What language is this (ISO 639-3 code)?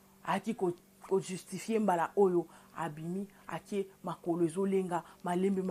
lin